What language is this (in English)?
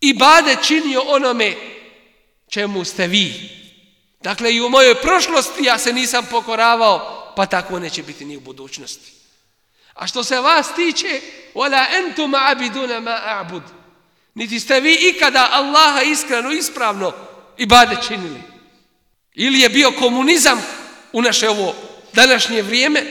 Bosnian